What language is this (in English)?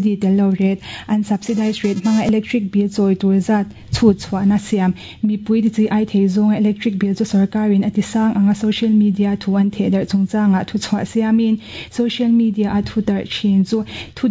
Mizo